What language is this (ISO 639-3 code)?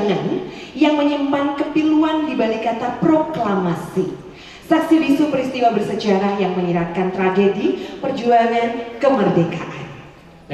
ind